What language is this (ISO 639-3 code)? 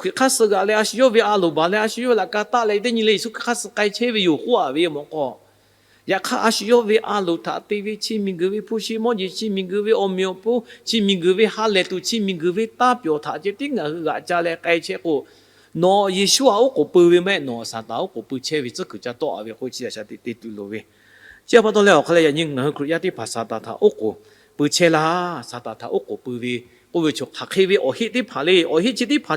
lhu